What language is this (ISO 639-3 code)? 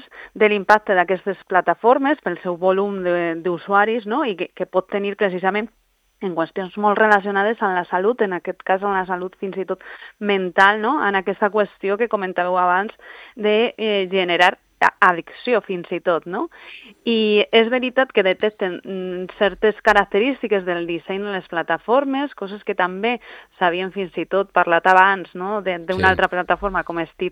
cat